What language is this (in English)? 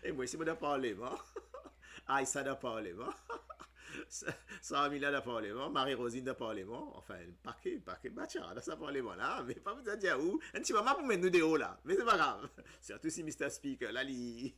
Morisyen